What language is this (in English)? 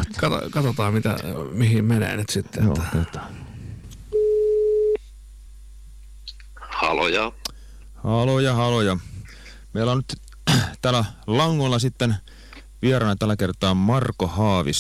Finnish